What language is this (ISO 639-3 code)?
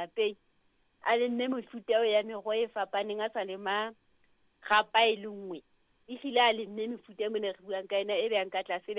sot